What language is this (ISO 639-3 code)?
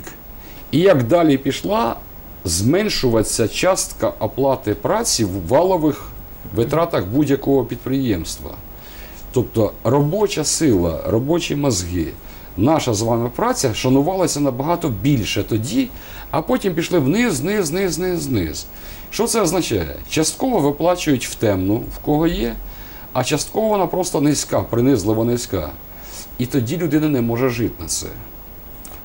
ukr